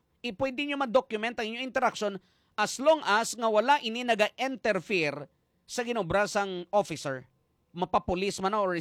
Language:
Hiligaynon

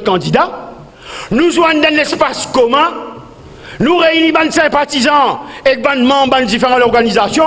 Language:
Morisyen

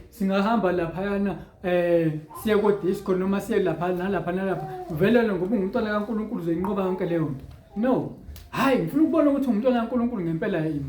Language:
Zulu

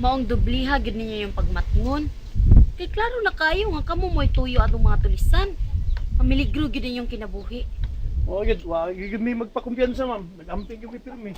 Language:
Cebuano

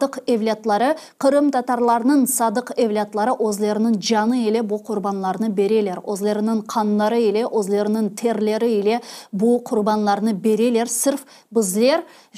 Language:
Crimean Tatar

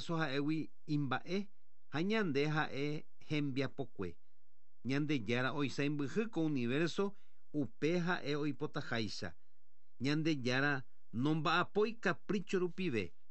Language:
Guarani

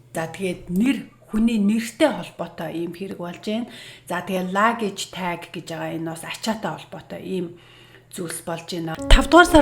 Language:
Mongolian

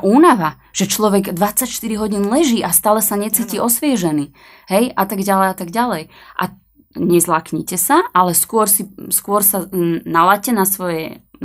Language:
Slovak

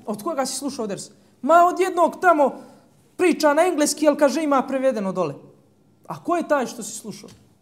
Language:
Bosnian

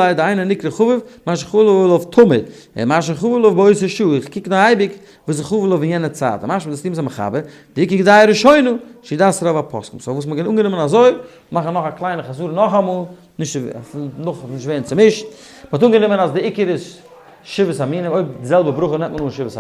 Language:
Yiddish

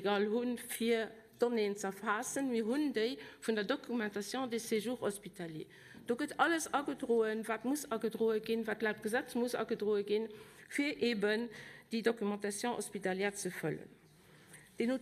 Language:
Luxembourgish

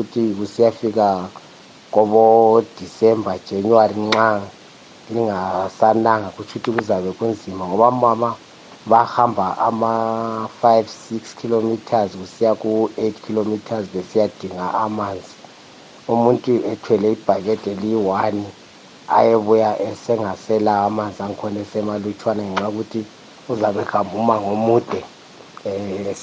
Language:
North Ndebele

